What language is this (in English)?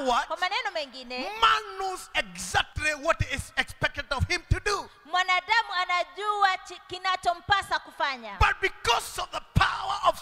Swahili